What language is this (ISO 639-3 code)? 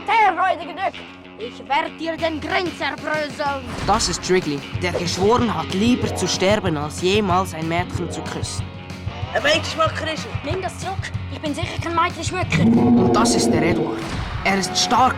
gsw